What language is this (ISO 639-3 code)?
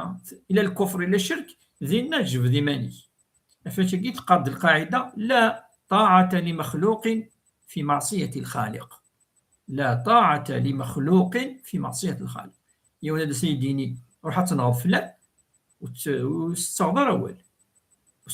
kab